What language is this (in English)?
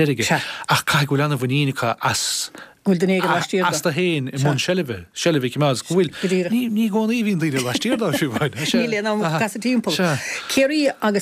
Irish